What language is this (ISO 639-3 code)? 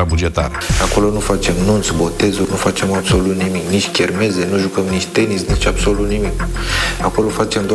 ron